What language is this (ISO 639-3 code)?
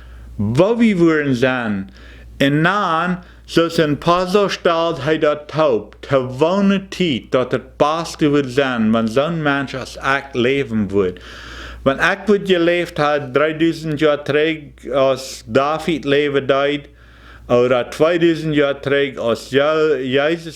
pdt